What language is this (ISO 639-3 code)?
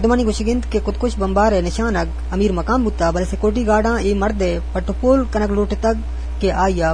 bgp